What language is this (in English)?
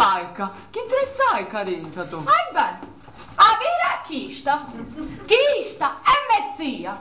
Sicilian